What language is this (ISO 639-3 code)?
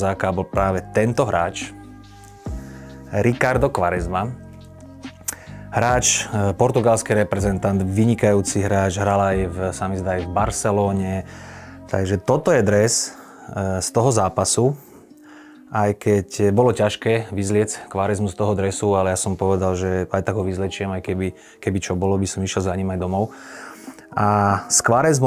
slk